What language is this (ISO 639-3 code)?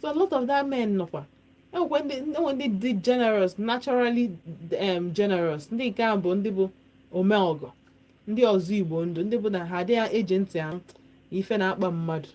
ibo